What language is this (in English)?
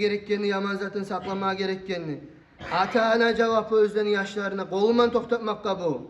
Kumyk